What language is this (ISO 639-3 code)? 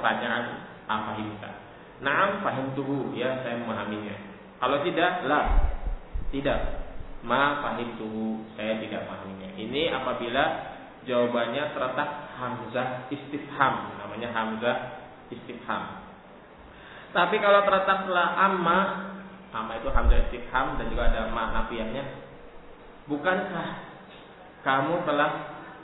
ind